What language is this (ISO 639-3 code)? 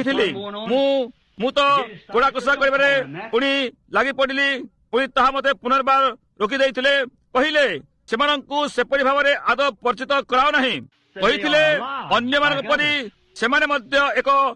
ori